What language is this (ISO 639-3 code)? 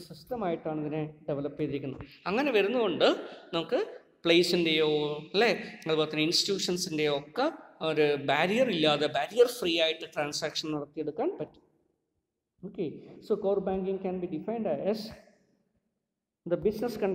mal